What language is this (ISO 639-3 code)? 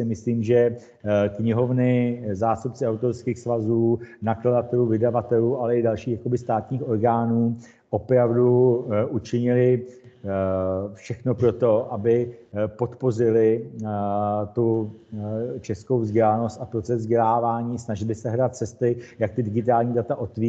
ces